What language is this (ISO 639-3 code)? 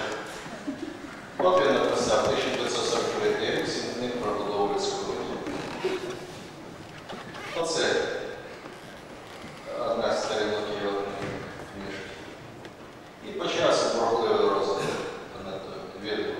ukr